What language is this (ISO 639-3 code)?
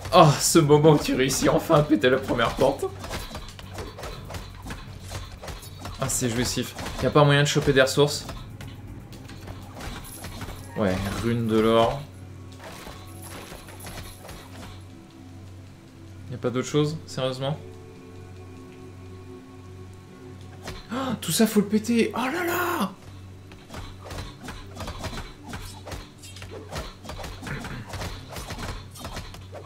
fra